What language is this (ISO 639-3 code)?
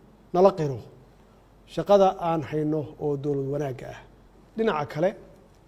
som